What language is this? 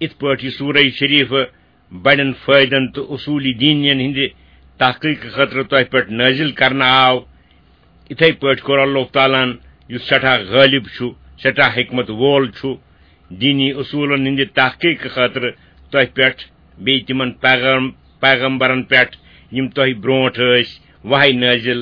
Kashmiri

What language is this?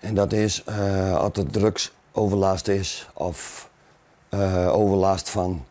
Western Frisian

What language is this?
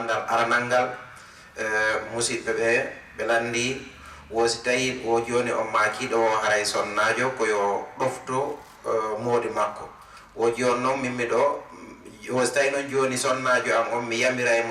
Fula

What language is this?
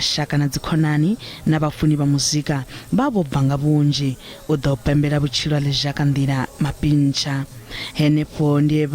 Venda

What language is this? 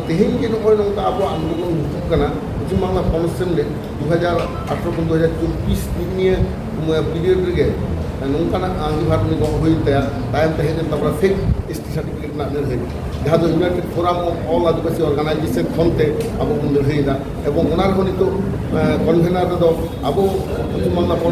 Santali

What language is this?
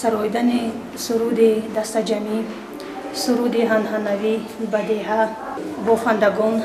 Tajik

